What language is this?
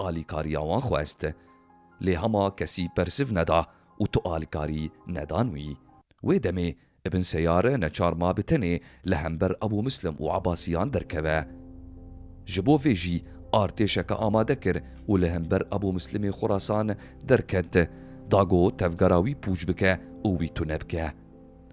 Kurdish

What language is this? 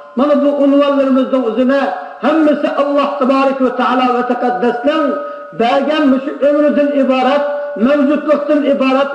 Uyghur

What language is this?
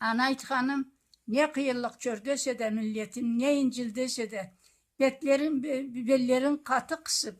Karachay-Balkar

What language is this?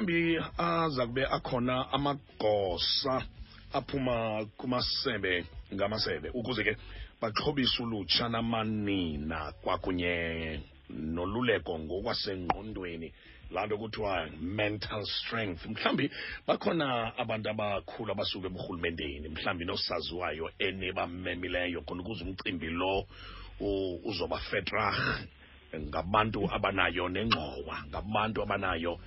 Xhosa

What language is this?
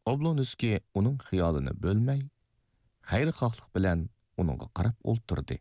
Uyghur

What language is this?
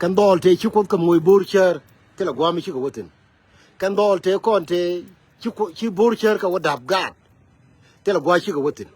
Nuer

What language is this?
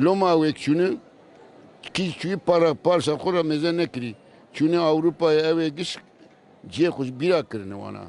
Kurdish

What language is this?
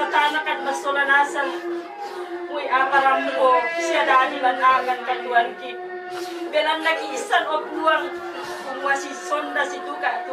Toraja-Sa'dan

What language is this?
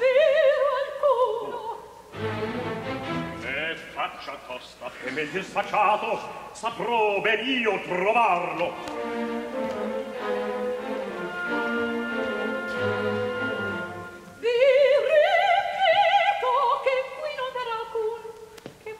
Italian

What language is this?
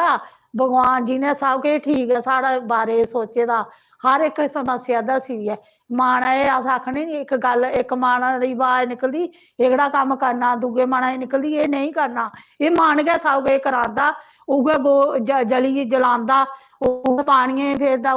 Dogri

